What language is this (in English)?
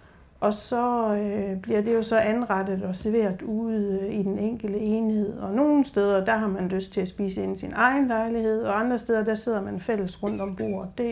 Danish